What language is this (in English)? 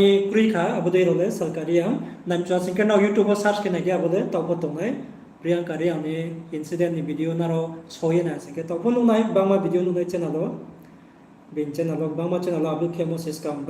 Riang (India)